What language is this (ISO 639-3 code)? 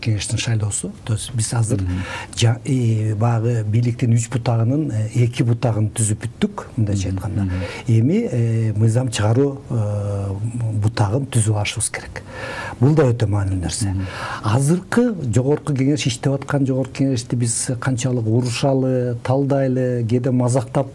kir